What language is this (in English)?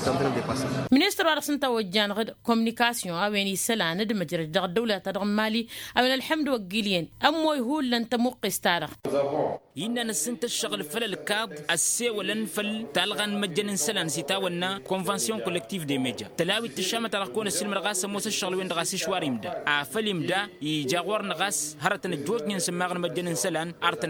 Tamasheq